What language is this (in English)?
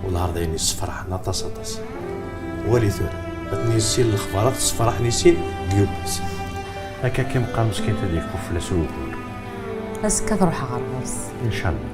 Kabyle